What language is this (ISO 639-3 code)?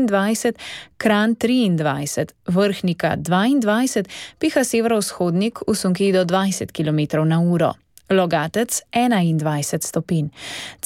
slv